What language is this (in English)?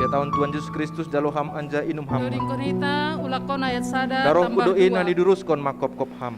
Batak Simalungun